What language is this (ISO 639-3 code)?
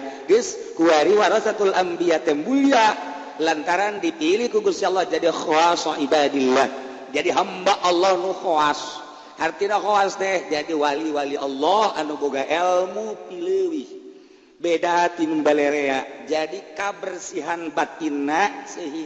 sun